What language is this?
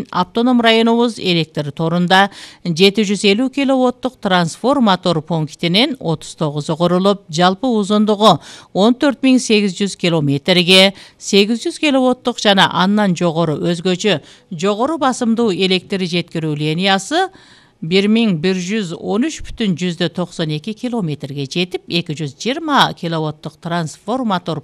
Kyrgyz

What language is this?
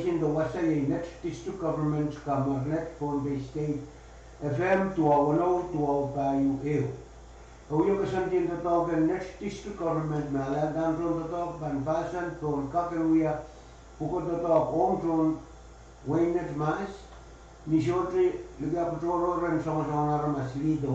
Pohnpeian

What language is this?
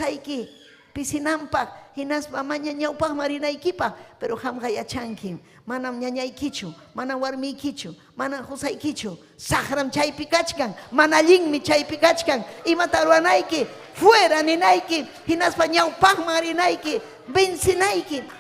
Ayacucho Quechua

